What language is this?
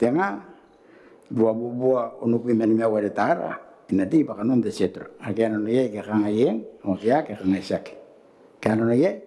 Gilbertese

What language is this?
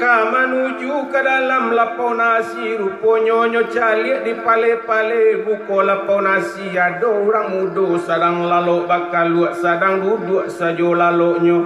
Minangkabau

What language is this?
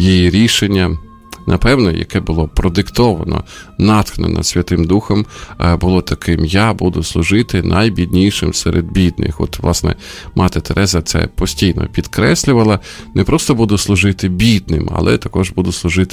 Ukrainian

